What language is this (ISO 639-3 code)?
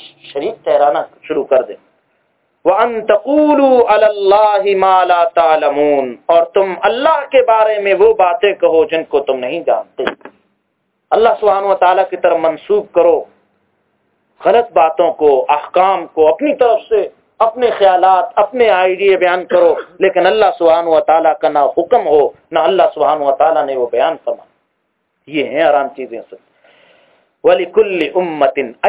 urd